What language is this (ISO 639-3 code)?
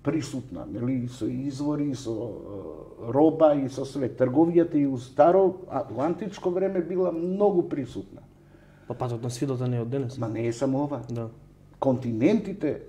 mkd